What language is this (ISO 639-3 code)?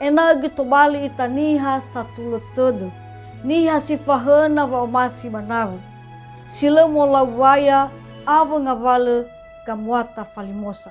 nia